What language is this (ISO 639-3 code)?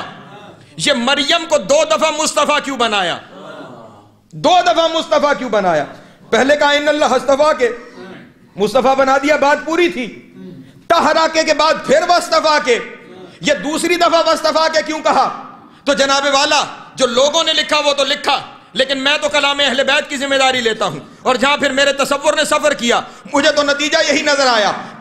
urd